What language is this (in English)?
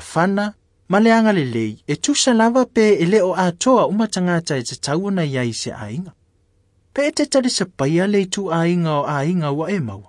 Samoan